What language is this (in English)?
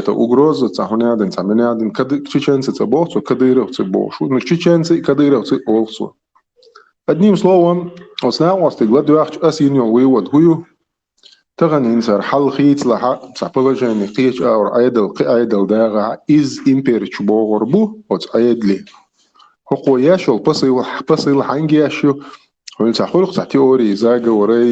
Chechen